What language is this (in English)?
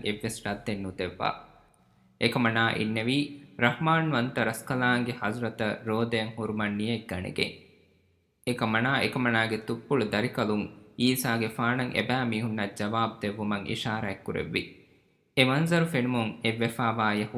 Divehi